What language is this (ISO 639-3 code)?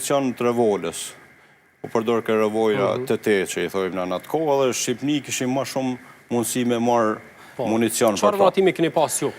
sqi